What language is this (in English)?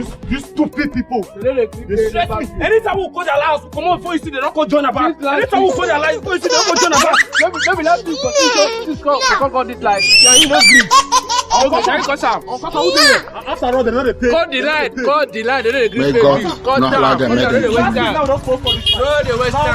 Nigerian Pidgin